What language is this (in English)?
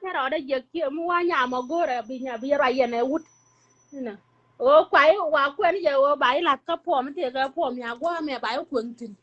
Nuer